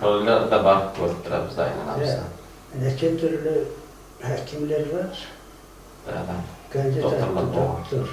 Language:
Kumyk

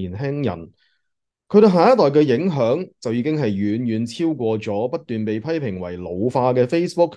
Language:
Cantonese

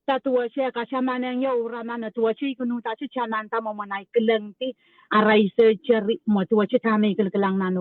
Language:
Pohnpeian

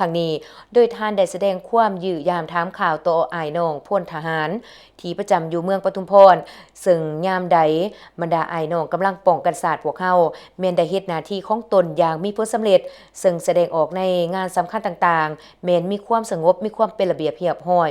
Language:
Lao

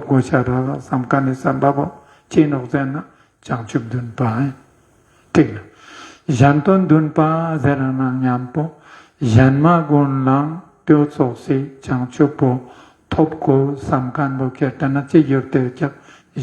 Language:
Ladakhi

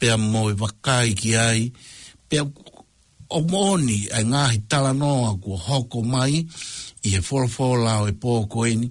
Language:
Tongan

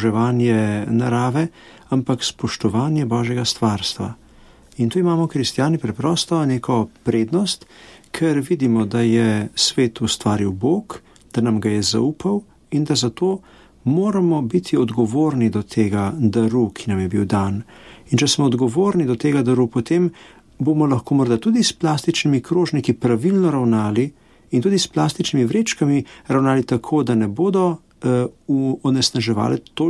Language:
Slovenian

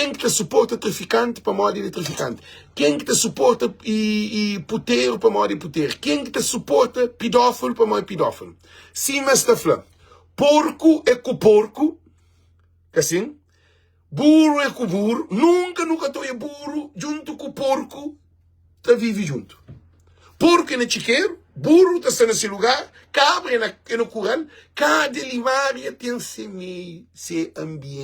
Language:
Kabuverdianu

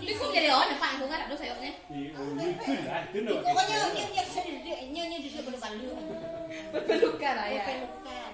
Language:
Minangkabau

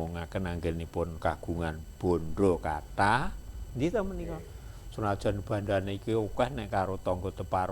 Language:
Javanese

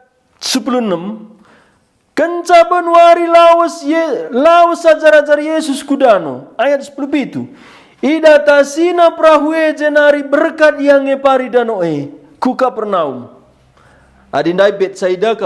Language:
Batak Karo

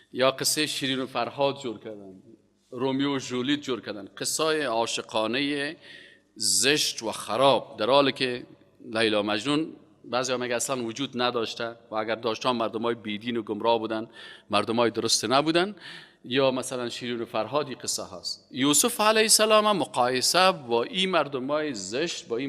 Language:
Persian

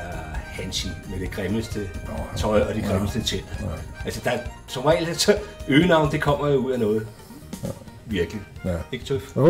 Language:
Danish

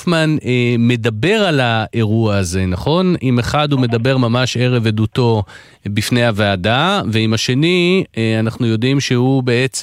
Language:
Hebrew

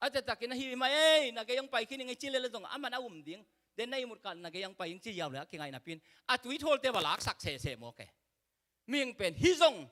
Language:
Tedim Chin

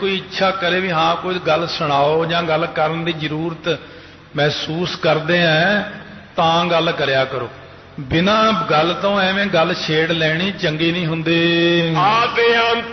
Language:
Punjabi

